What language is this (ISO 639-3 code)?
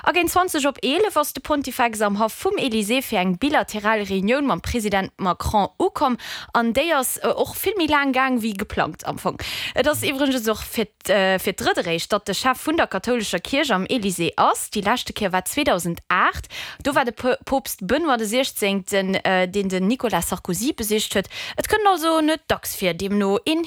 ltz